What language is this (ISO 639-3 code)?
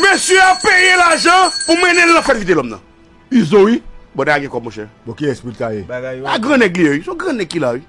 hat